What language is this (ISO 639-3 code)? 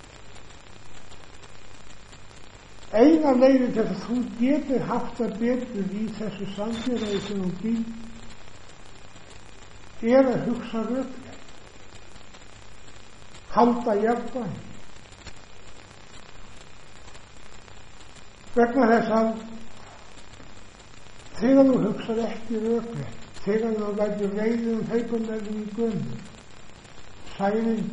isl